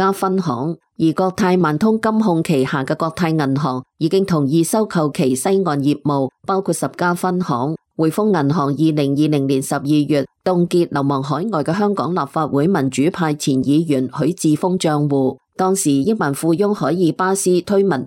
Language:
Cantonese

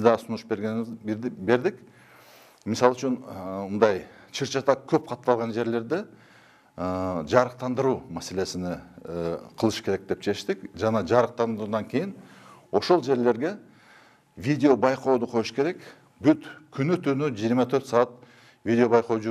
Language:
Kyrgyz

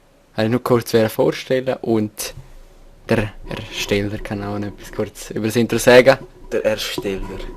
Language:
Swiss German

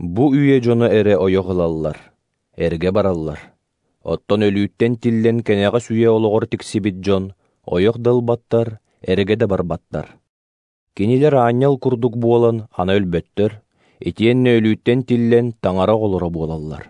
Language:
Yakut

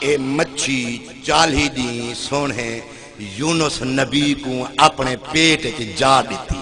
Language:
Saraiki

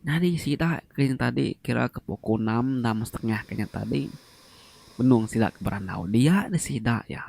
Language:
Iban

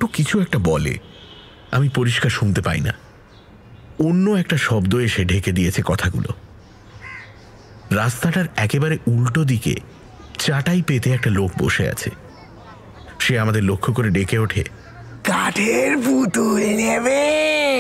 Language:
Bangla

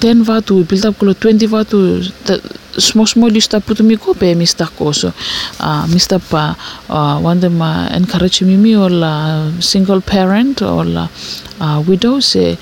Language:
Bislama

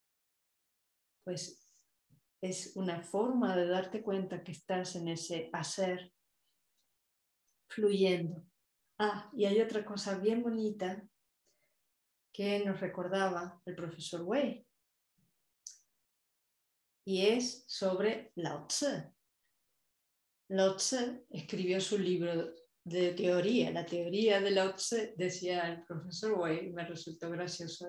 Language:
Spanish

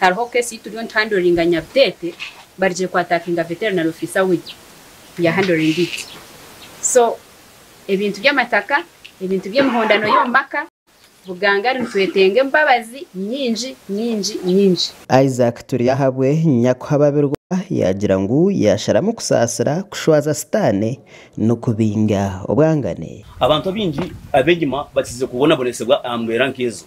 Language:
Nyankole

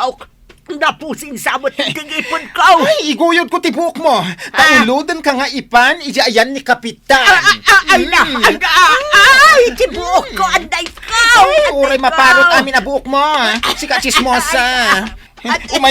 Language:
Iloko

